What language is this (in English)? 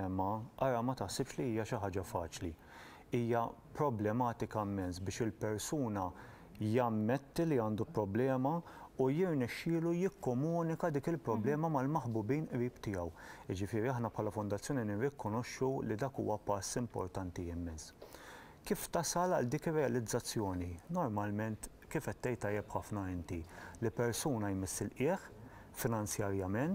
Maltese